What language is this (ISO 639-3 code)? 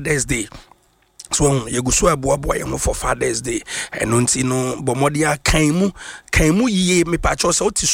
aka